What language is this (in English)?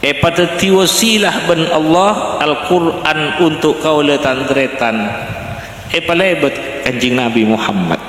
Madurese